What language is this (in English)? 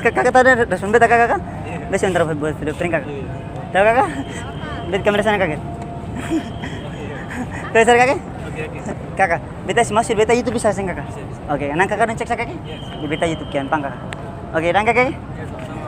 Ambonese Malay